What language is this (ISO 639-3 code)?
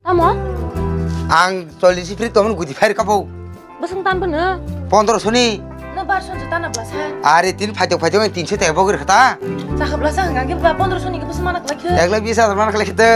trp